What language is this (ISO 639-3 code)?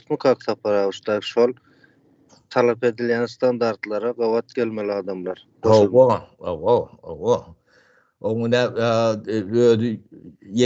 tuk